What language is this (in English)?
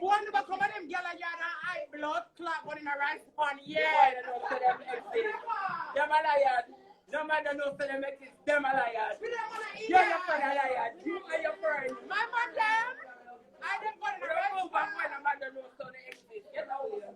Jamaican Creole English